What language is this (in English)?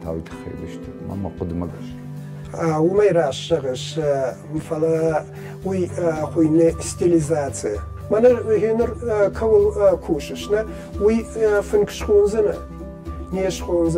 Ossetic